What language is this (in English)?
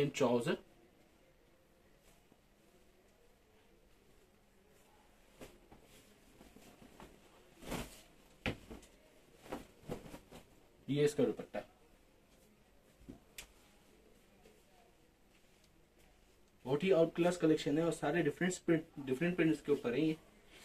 Hindi